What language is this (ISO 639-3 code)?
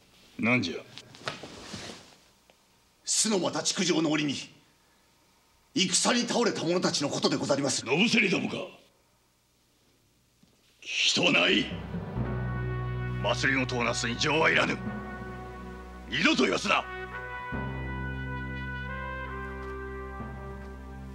jpn